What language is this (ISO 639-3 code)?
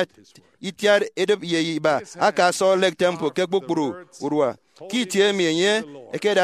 efi